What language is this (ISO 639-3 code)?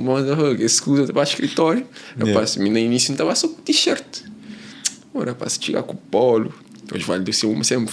kea